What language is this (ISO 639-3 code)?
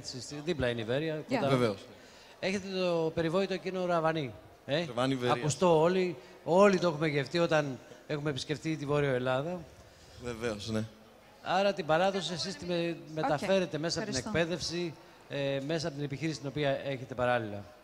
ell